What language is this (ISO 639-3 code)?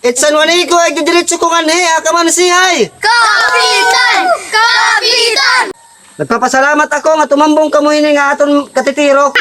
war